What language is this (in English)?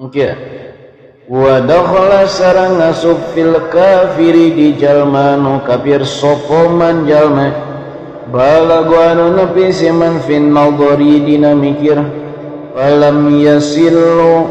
Sundanese